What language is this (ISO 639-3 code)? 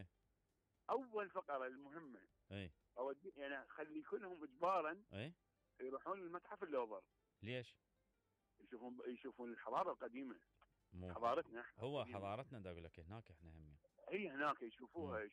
acm